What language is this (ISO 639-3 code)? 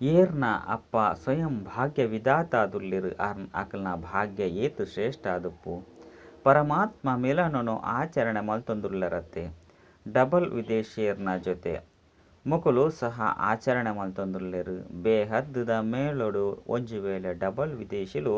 tcy